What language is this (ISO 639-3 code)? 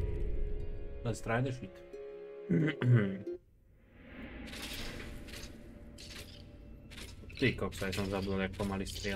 slk